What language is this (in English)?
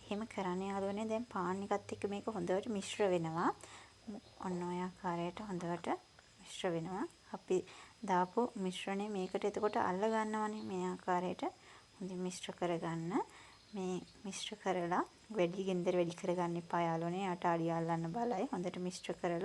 Sinhala